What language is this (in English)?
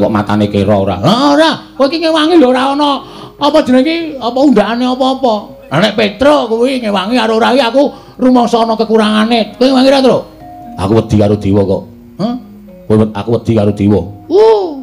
Javanese